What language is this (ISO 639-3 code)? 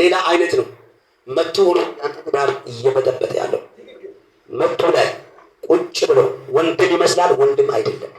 amh